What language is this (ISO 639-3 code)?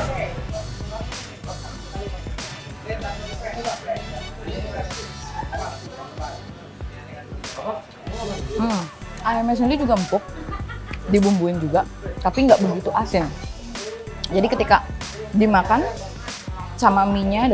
ind